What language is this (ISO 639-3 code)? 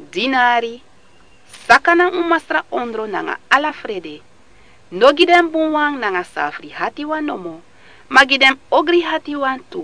srn